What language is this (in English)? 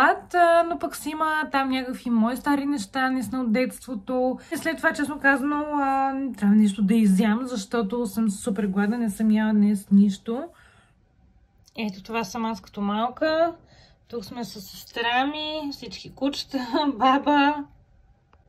Bulgarian